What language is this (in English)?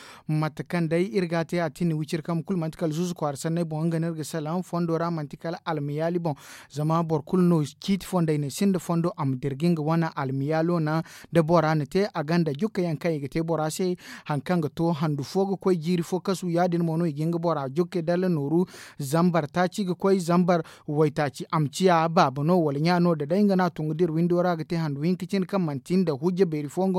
Zarma